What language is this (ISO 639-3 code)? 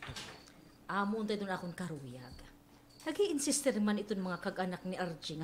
war